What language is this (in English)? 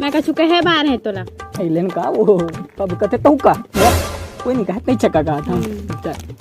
Chhattisgarhi